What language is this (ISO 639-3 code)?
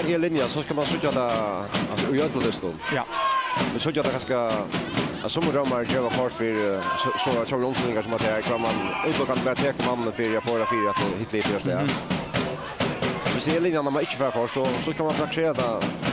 fao